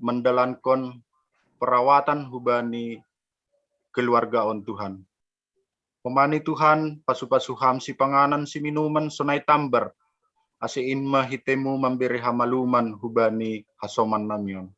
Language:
Batak Simalungun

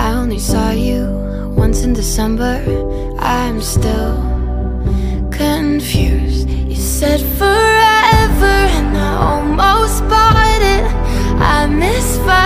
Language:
English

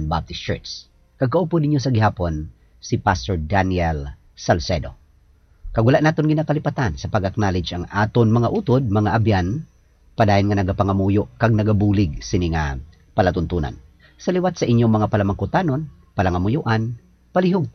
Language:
Hiligaynon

